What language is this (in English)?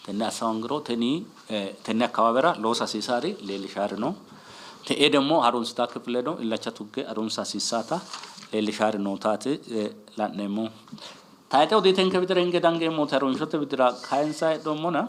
Sidamo